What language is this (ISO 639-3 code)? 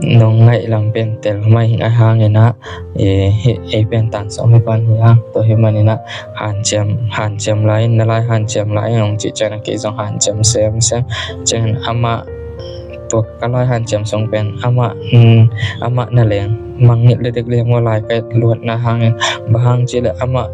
ctd